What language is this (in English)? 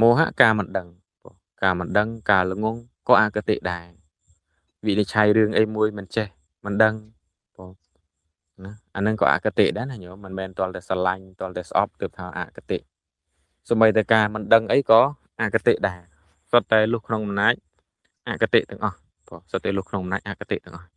Khmer